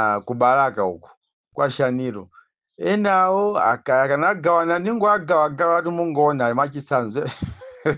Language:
Nyanja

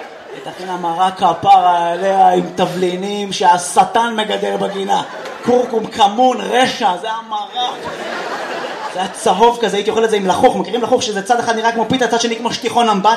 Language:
Hebrew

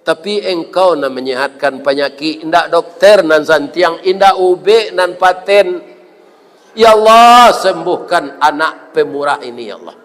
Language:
Minangkabau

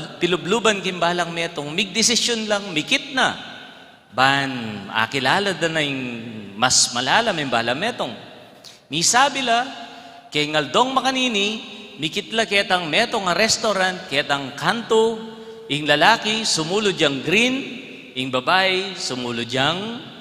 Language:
Pampanga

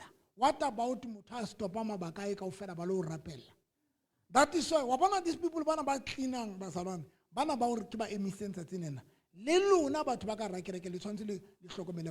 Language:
Southern Sotho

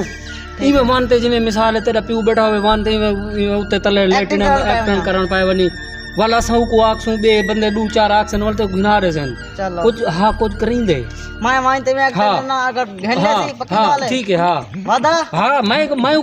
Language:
Saraiki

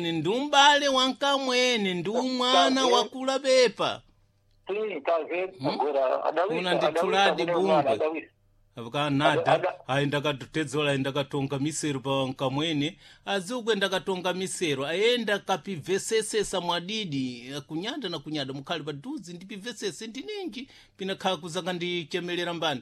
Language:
Sena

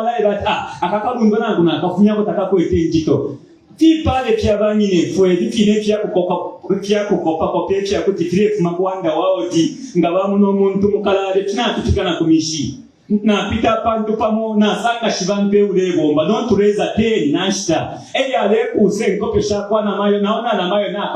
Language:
Bemba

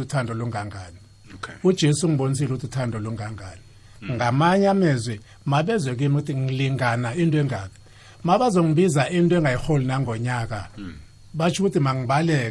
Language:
South Ndebele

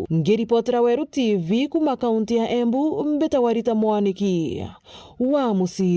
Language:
Meru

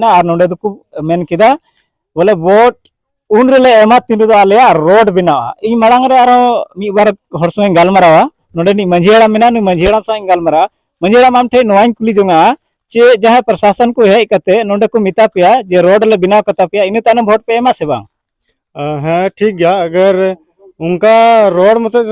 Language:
Santali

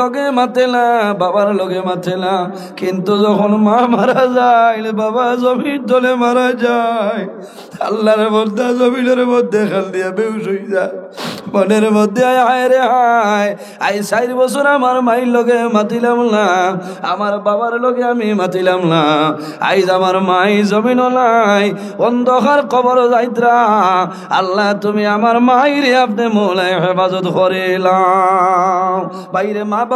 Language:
Sylheti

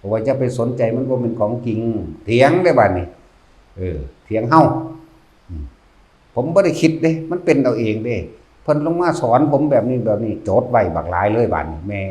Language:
Lao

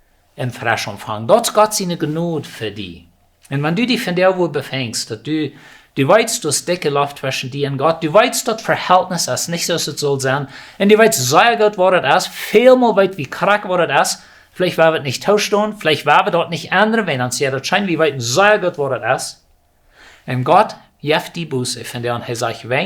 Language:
Plautdietsch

